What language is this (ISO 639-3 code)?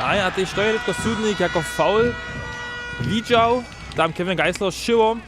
hsb